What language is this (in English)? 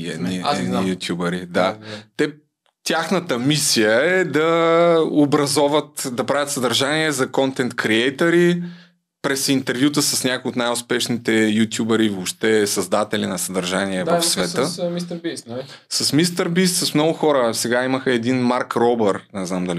Bulgarian